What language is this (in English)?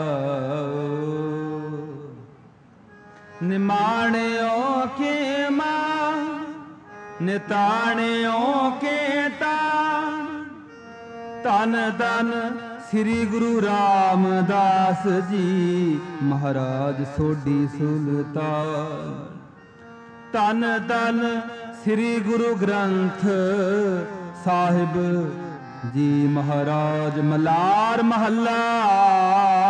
Punjabi